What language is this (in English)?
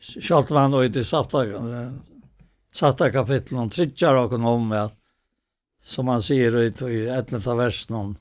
Faroese